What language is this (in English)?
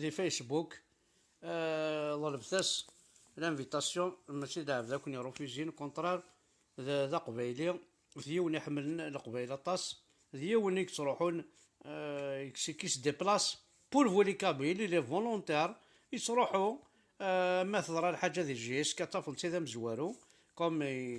Kabyle